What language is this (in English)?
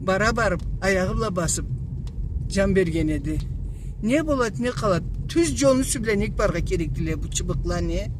Karachay-Balkar